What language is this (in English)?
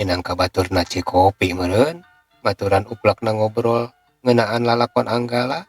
Sundanese